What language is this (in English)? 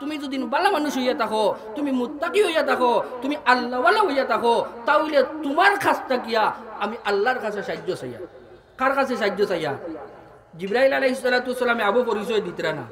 Sylheti